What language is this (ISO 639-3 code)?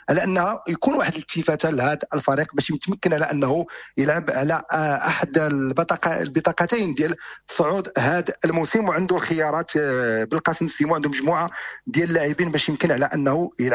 ary